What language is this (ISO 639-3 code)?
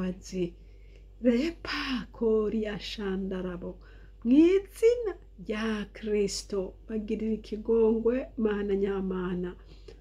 run